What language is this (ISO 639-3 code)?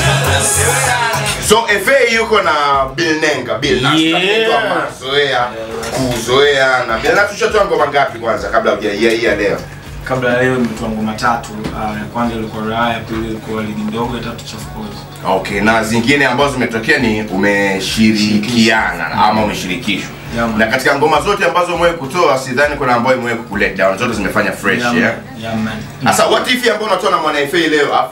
swa